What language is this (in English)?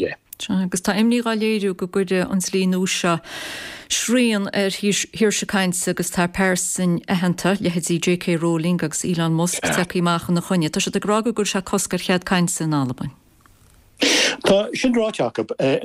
Irish